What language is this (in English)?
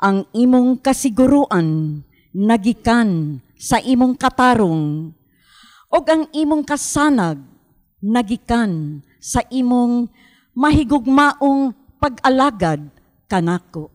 Cebuano